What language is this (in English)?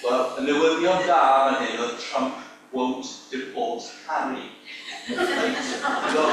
Welsh